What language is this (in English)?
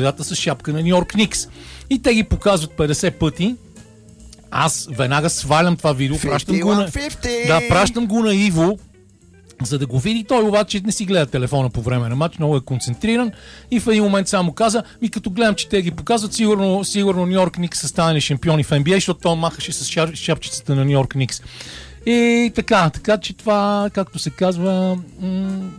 Bulgarian